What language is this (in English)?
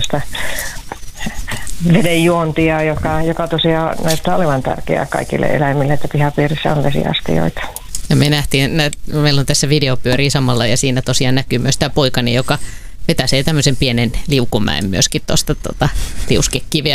Finnish